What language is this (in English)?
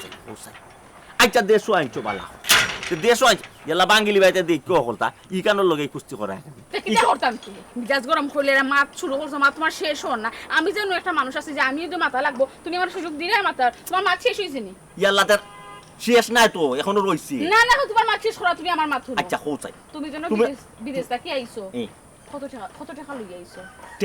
Sylheti